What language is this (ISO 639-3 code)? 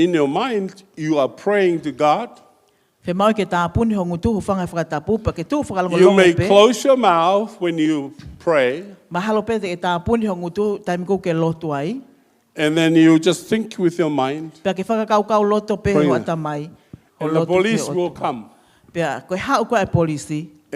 ton